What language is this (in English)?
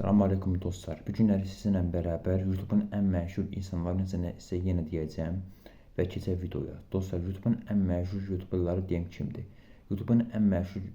Azerbaijani